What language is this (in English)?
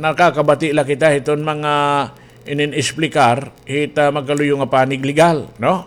Waray